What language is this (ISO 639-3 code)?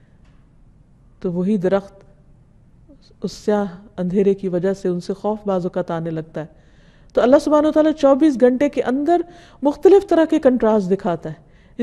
urd